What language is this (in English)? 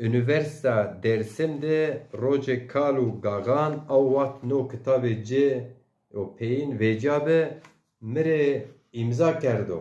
Zaza